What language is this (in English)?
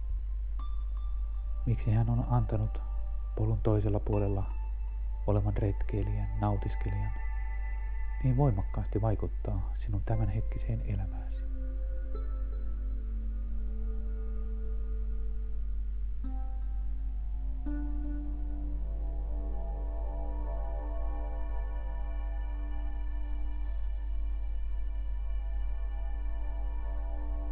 Finnish